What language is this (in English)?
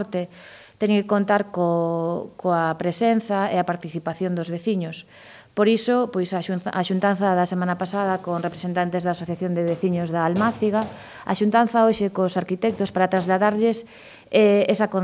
Galician